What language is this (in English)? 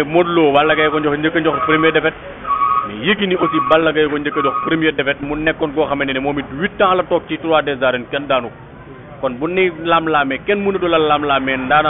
Wolof